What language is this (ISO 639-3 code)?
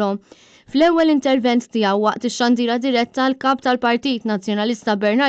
mlt